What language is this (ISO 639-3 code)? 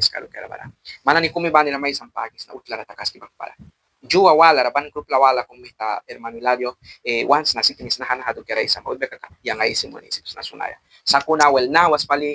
miq